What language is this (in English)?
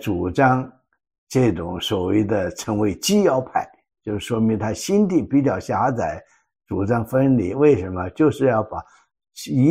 Chinese